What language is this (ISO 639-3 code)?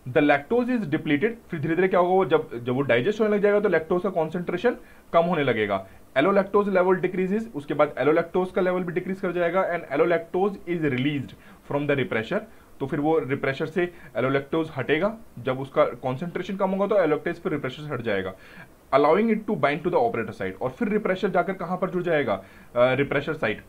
hin